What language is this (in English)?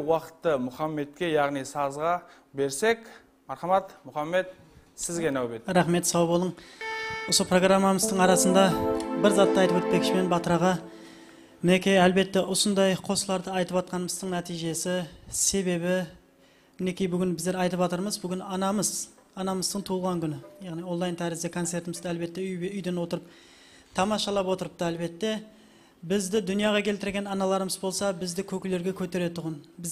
Kara-Kalpak